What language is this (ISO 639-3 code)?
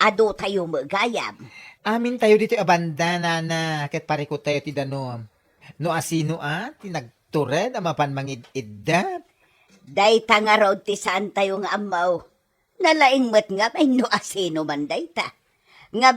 ilo